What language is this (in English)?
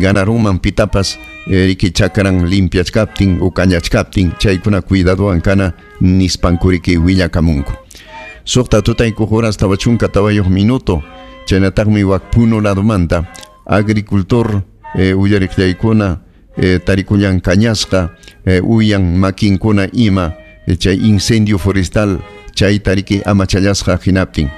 Ayacucho Quechua